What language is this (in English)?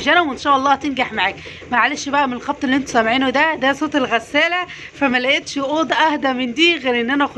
Egyptian Arabic